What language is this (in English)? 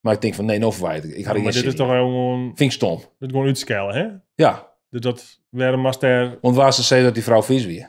Western Frisian